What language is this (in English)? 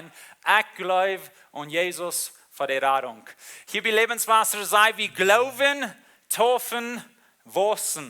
Plautdietsch